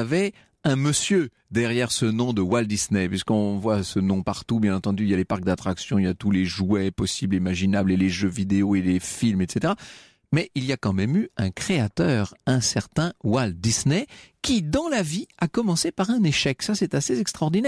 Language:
French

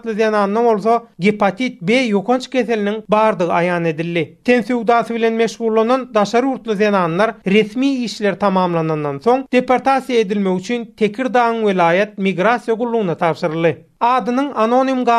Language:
Turkmen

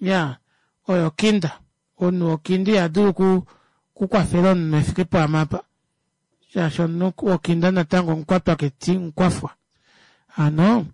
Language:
Kuanyama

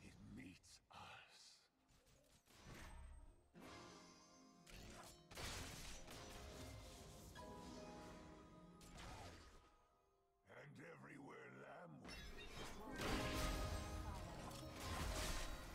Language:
English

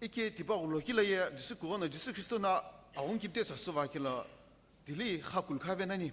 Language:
Sumi Naga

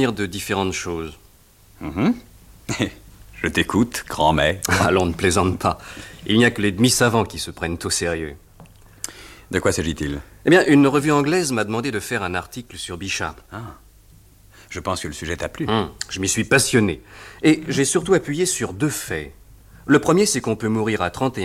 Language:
French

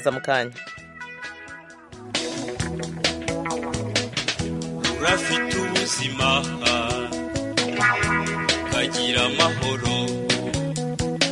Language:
Kinyarwanda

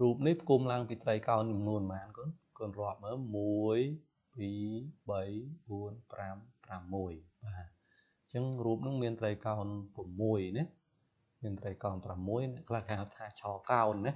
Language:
Khmer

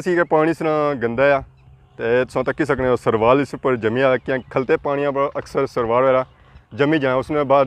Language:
Pahari-Potwari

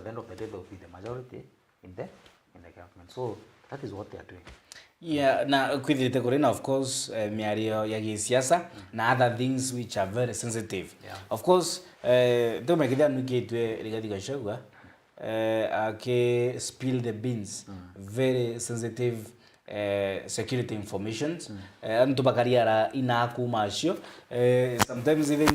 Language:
Meru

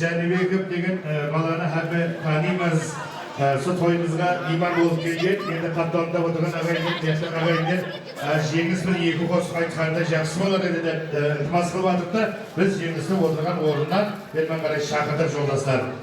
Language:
Kara-Kalpak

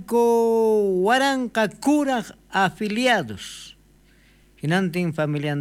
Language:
South Bolivian Quechua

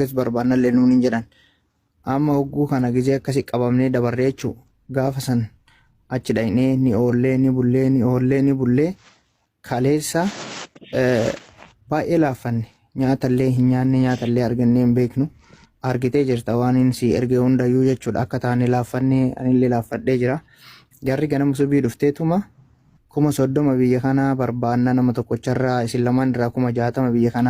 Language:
Oromo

